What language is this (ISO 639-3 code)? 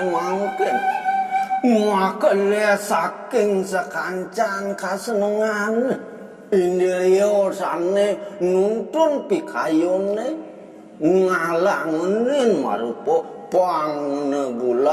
ban